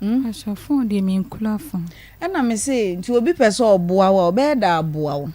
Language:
Akan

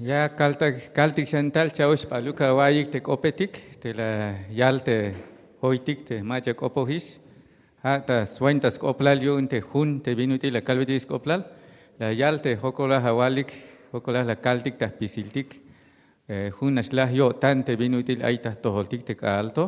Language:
Tzeltal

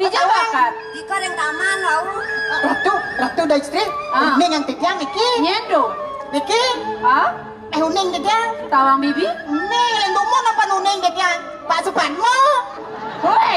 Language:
Balinese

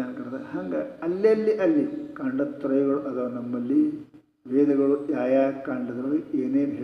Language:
Kannada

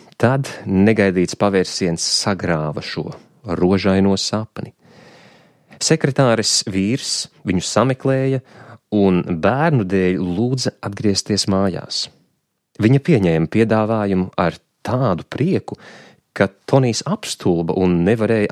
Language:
Latvian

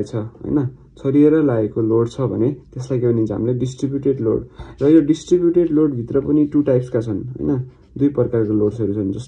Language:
Nepali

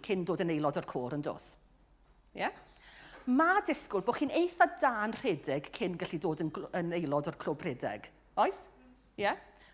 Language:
Welsh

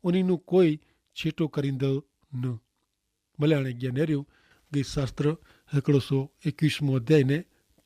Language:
Kachhi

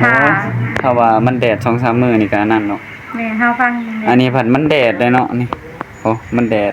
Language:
Northeastern Thai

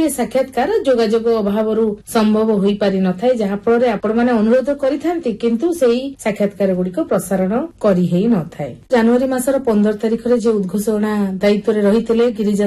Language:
Odia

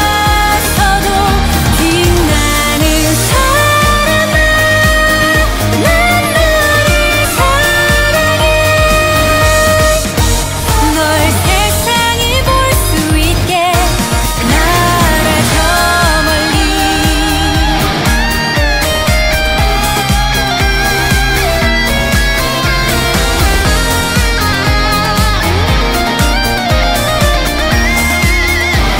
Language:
Korean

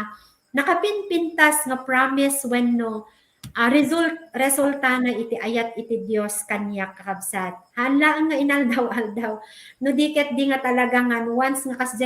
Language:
Iloko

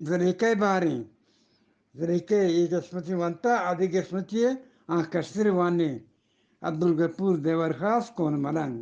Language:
Eastern Balochi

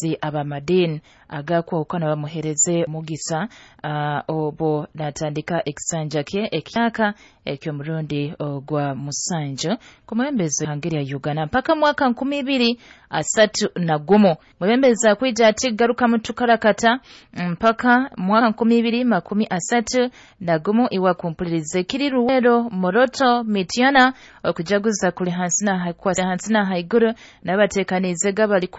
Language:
Nyoro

